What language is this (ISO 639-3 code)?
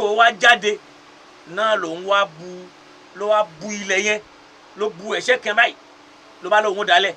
yor